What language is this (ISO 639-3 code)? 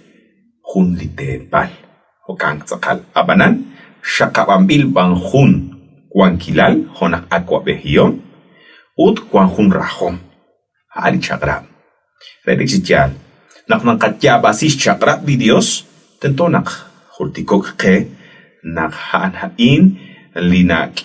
kek